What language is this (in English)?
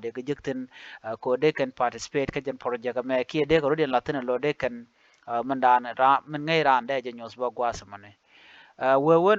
Nuer